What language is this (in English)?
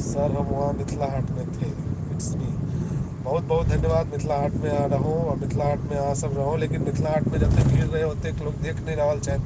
Maithili